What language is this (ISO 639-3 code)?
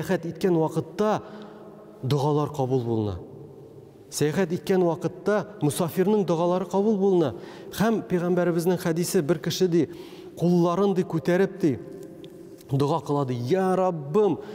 tat